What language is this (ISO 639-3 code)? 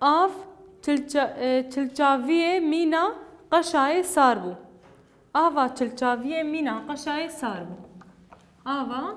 kur